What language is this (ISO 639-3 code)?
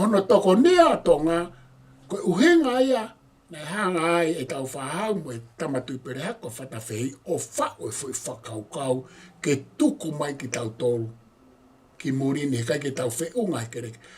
ton